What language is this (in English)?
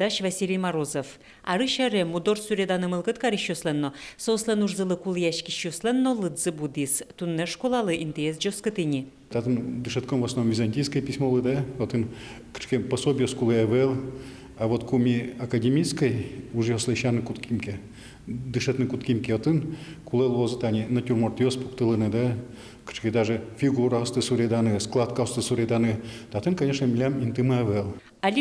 Udmurt